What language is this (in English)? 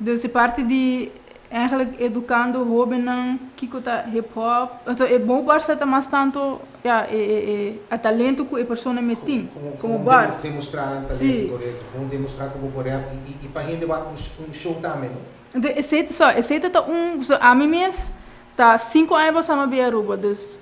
Papiamento